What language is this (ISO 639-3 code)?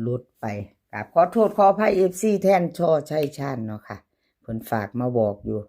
tts